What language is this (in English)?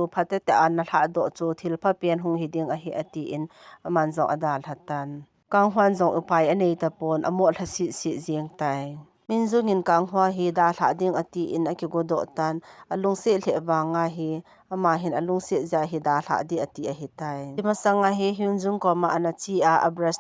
Thado Chin